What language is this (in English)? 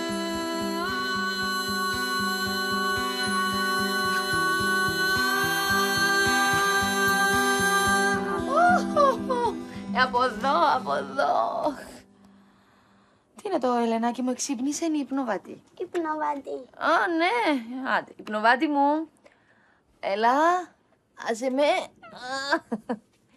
Greek